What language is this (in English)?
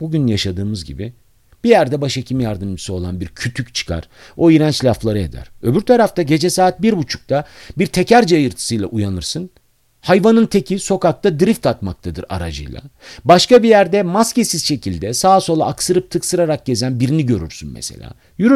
Turkish